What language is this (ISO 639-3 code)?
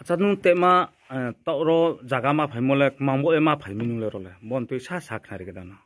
ria